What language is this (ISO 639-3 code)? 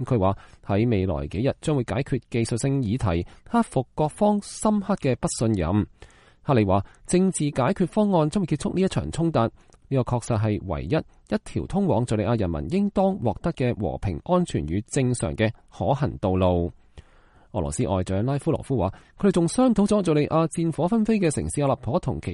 yue